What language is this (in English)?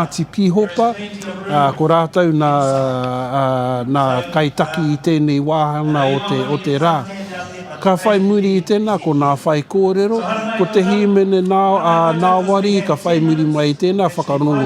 Māori